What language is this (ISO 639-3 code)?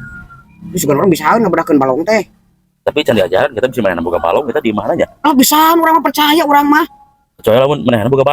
sun